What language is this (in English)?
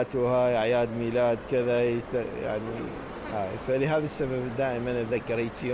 Mesopotamian Arabic